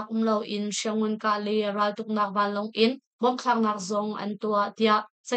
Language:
Hakha Chin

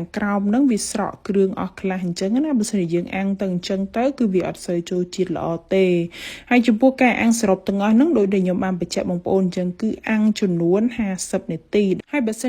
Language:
Khmer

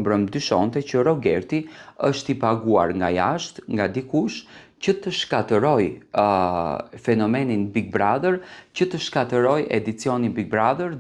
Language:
Albanian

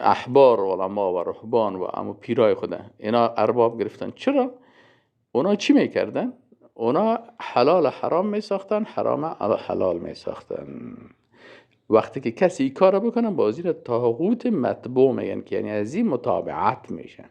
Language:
Persian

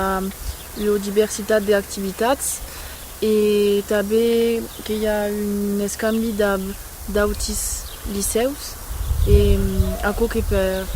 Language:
Occitan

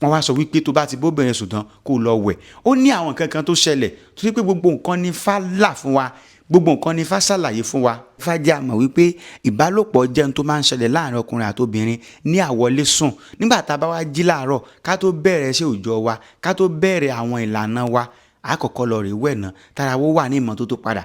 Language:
Yoruba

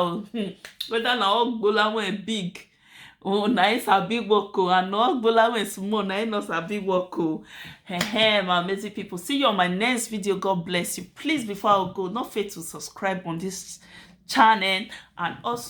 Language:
Nigerian Pidgin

